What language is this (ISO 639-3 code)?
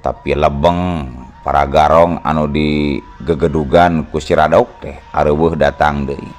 sun